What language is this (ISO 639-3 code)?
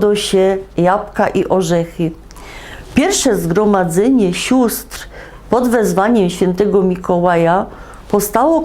szl